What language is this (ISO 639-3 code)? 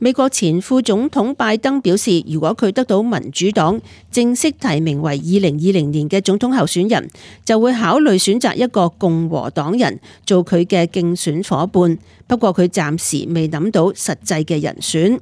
yue